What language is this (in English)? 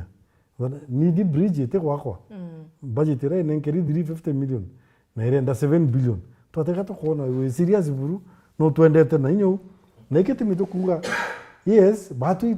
Meru